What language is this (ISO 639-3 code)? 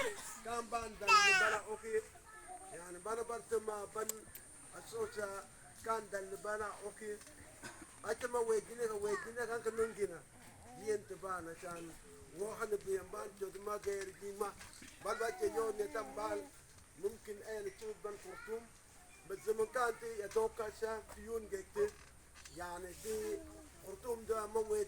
mfz